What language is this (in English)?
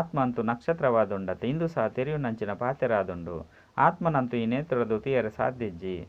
Tulu